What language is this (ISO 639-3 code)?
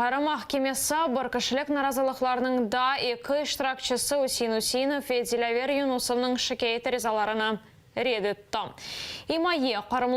crh